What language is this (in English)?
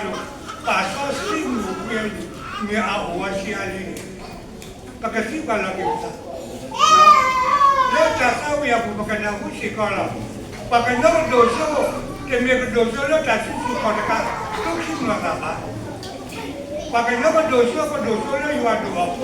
S'gaw Karen